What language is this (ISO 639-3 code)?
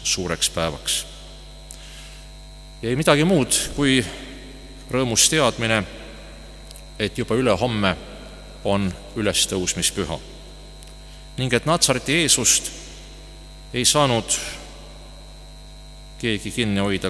est